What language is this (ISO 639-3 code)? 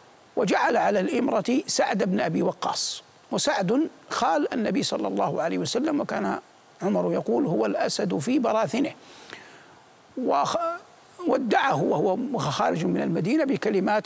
ara